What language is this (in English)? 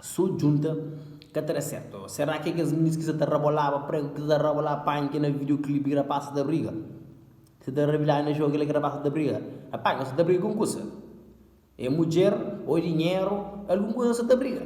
Kabuverdianu